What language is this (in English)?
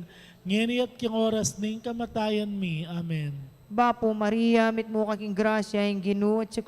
Pampanga